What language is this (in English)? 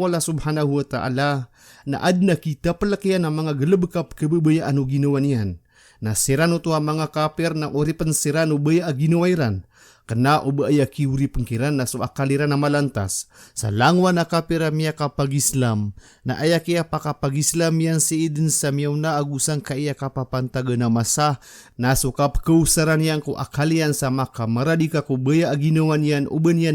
Maranao